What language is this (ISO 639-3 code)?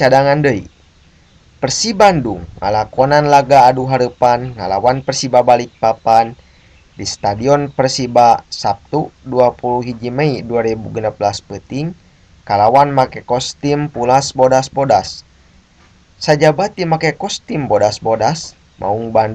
sun